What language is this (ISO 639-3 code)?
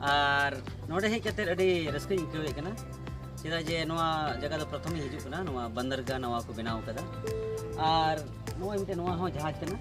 sat